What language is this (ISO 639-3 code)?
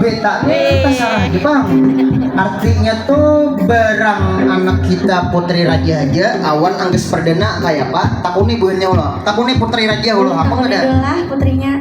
bjn